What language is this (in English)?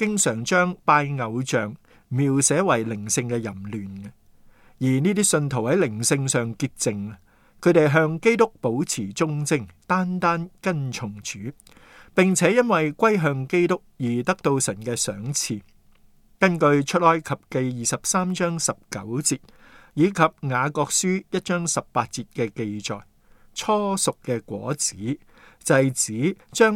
Cantonese